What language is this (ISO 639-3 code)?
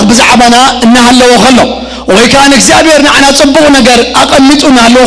tir